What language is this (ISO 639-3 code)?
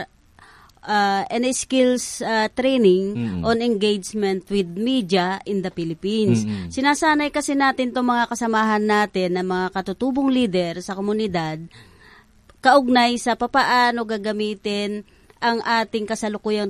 fil